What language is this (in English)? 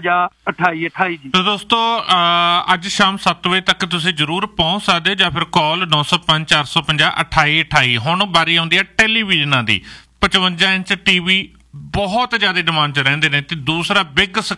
Punjabi